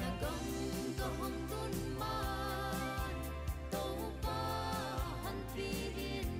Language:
Paite Chin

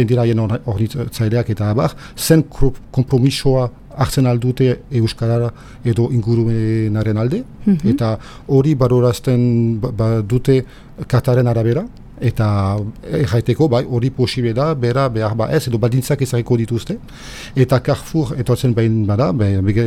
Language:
Basque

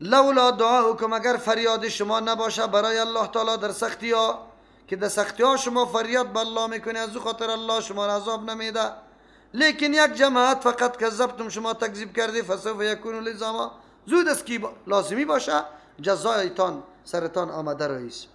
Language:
Persian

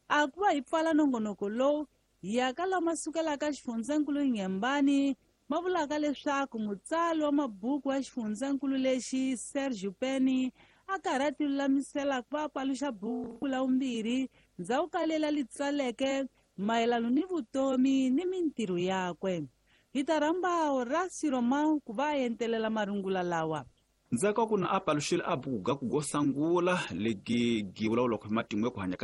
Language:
Tsonga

